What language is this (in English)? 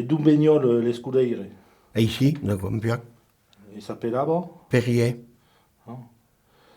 Occitan